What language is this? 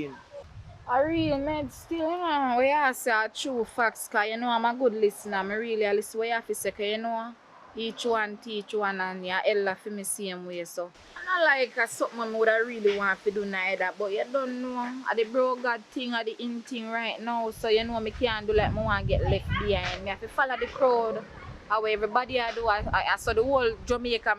Jamaican Creole English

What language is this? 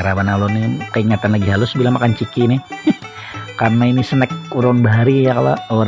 Banjar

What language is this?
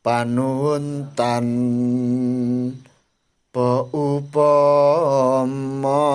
Javanese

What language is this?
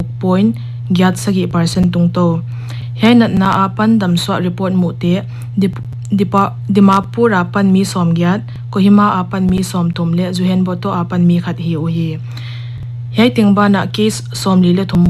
Paite Chin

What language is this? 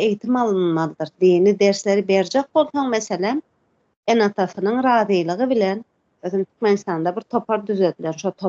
Turkmen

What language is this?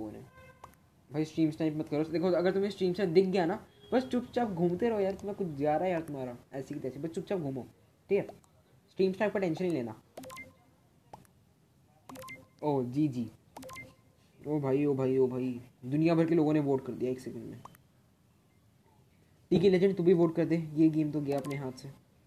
Hindi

